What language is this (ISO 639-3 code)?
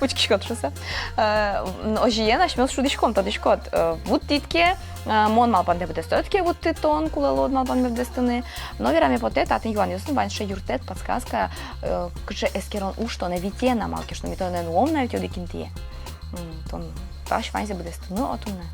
udm